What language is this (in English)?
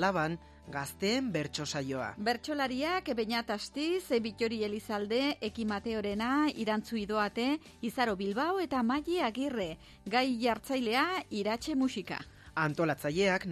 Basque